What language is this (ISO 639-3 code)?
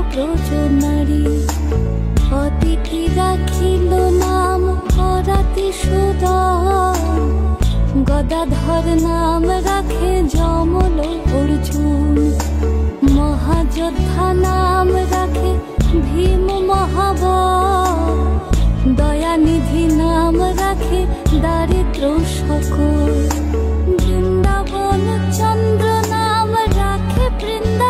ben